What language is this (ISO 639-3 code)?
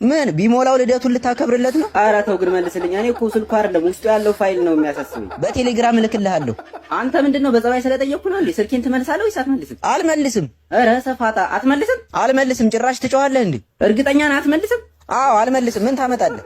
amh